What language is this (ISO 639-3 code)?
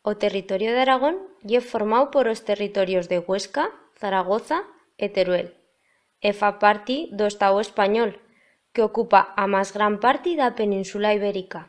arg